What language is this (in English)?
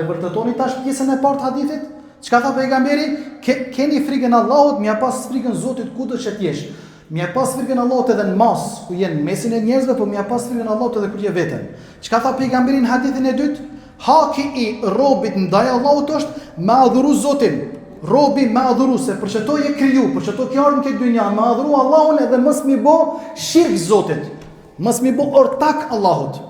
Albanian